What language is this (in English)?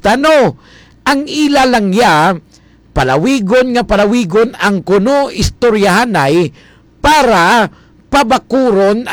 Hiligaynon